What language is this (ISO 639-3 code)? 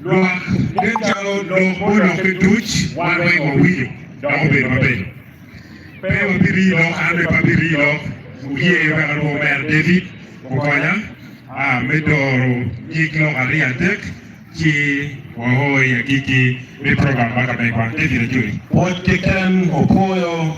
ach